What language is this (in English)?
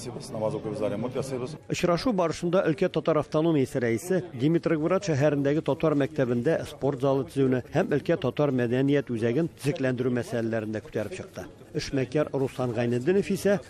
Tatar